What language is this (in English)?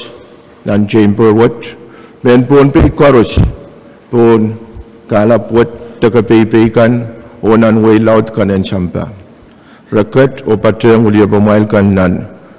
Pohnpeian